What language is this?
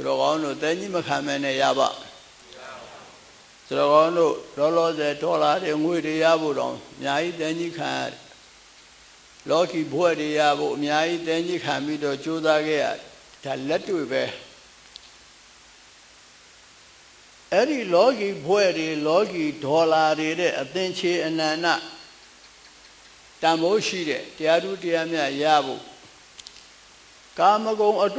Burmese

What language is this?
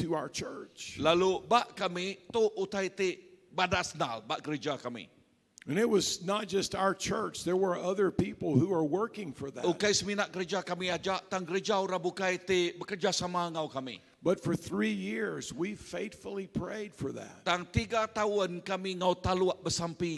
Iban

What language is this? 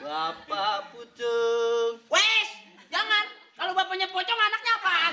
Betawi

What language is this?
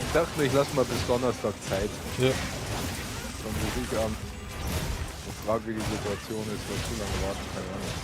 Bavarian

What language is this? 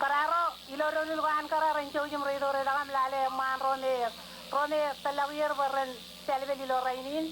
Marshallese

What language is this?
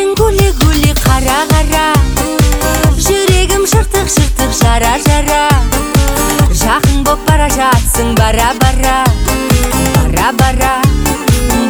Kazakh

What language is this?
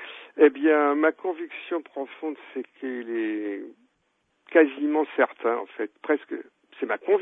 French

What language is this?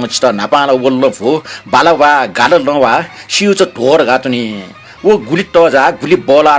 Newari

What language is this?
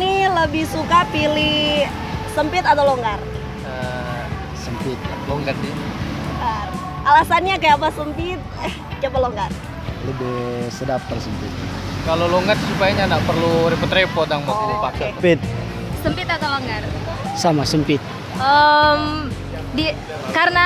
Manado Malay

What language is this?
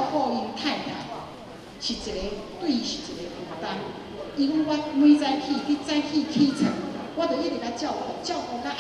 Min Nan Chinese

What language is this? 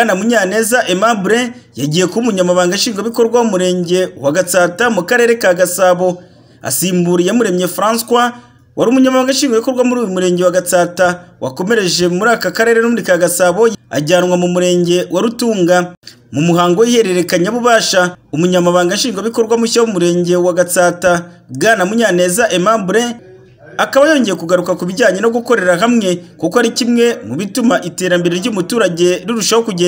Kinyarwanda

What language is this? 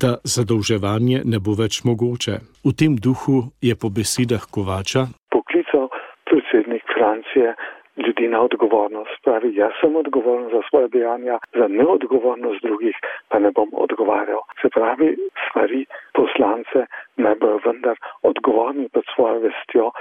Slovenian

